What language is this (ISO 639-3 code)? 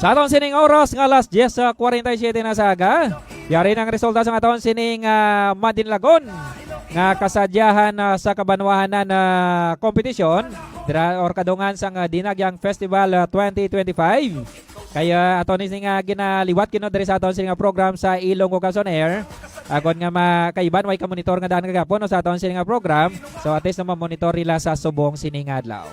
hil